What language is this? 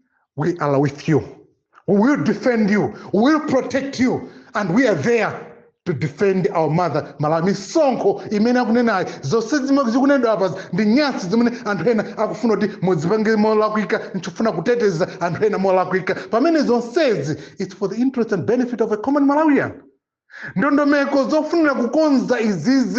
Nyanja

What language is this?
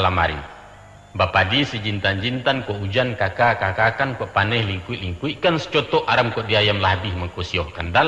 Minangkabau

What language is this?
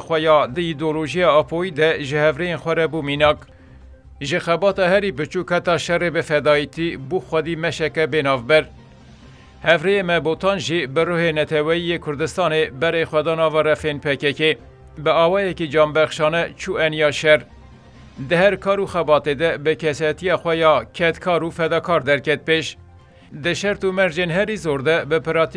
Kurdish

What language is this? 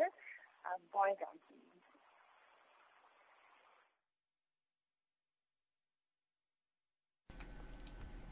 Afrikaans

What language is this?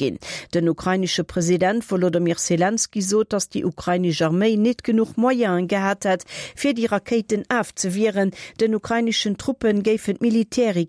Luxembourgish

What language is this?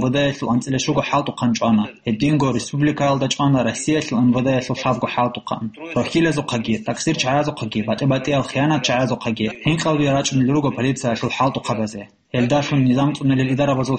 Avaric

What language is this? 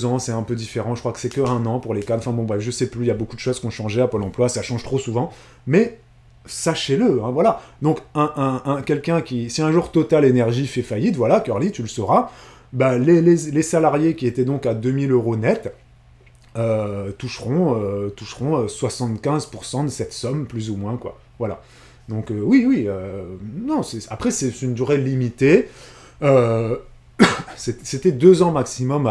French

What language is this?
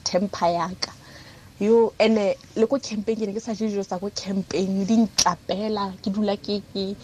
Tswana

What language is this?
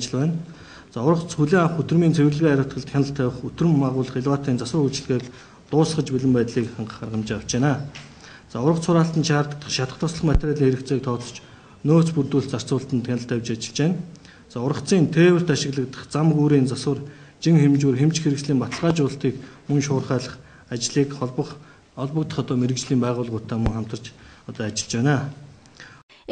Mongolian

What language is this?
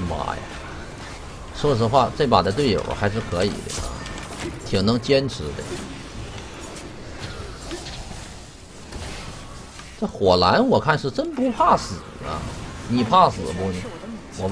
Chinese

